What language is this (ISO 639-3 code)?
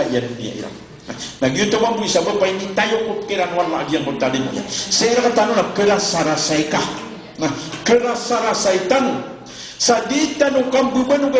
mrw